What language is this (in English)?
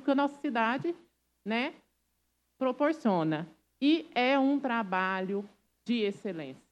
Portuguese